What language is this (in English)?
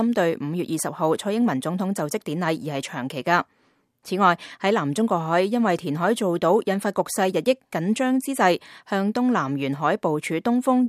Cantonese